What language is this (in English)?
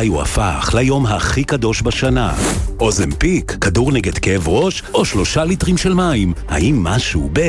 Hebrew